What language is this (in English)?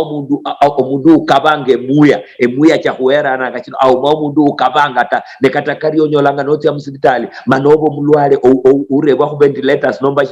Luyia